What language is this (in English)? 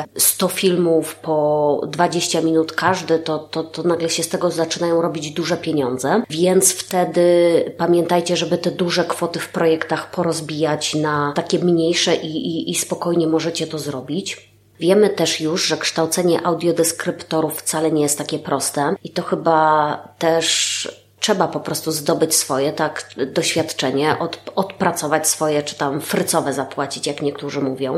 Polish